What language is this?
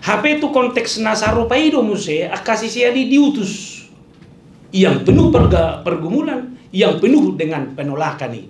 Batak Toba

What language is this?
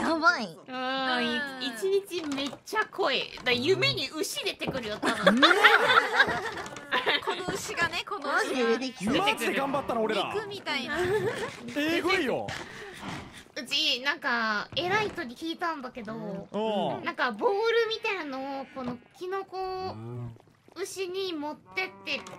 Japanese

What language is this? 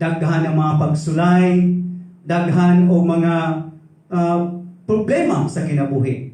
Cebuano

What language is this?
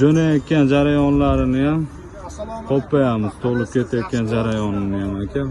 Uzbek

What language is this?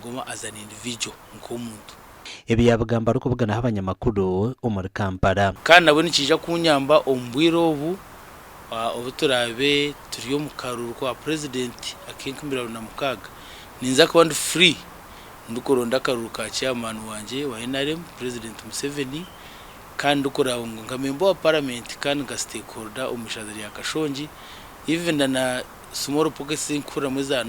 Nyankole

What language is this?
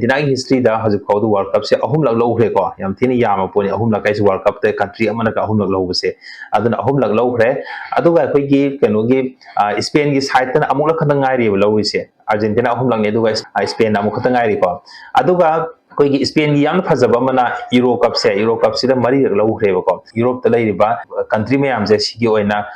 Manipuri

